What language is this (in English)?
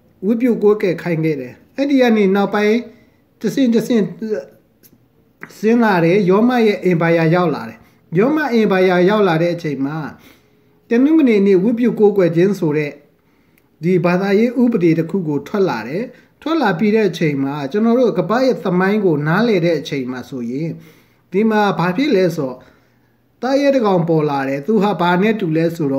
Burmese